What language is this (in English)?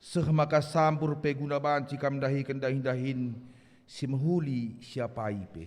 Batak Karo